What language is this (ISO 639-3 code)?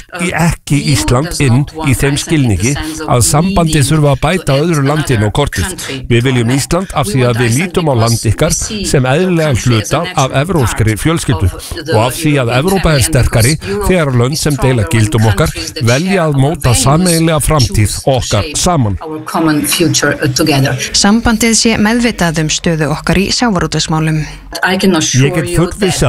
isl